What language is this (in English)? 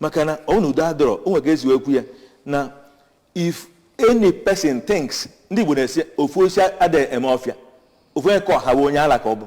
Igbo